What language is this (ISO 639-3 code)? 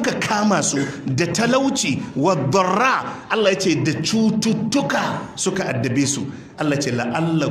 hau